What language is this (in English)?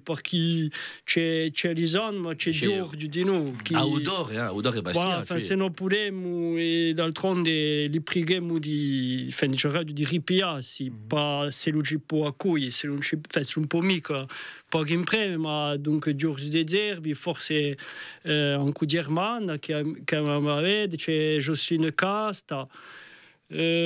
Corsican